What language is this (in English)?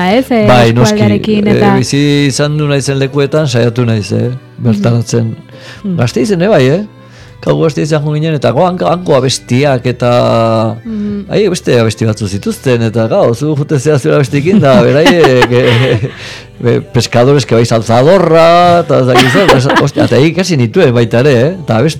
Basque